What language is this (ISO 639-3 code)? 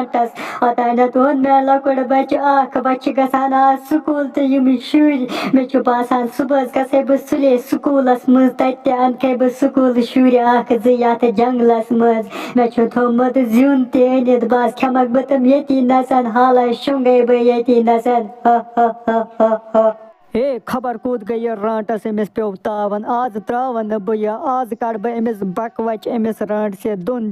kas